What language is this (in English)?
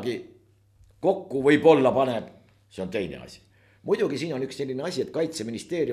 Estonian